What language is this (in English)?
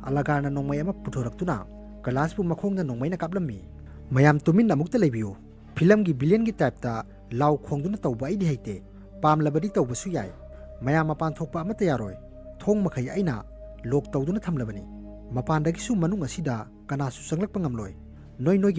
Manipuri